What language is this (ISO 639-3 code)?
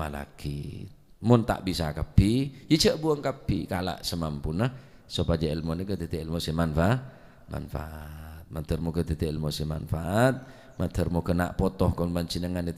mad